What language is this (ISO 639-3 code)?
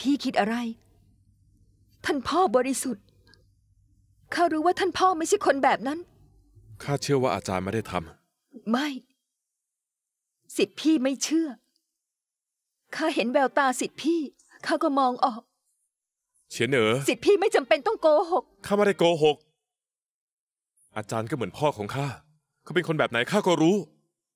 tha